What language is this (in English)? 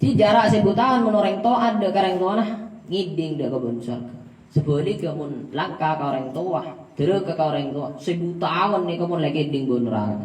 Madurese